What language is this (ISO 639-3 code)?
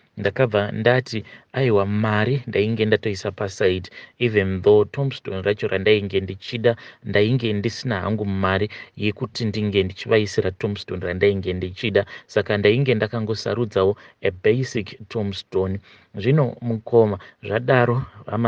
sna